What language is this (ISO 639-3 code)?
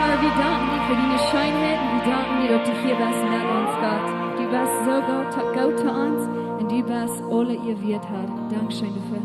pdt